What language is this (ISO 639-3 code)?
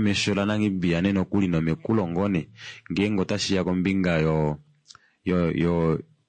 kua